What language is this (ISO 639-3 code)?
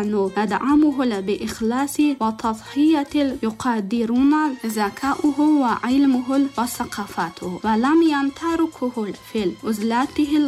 ara